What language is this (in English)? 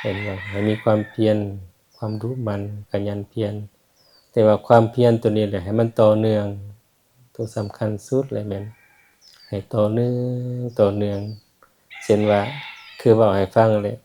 Lao